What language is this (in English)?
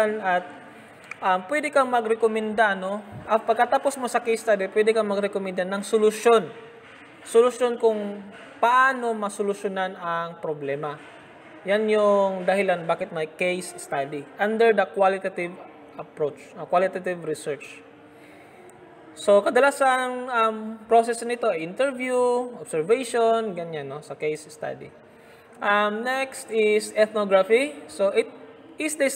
Filipino